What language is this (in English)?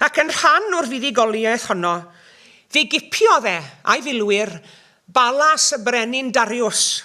Welsh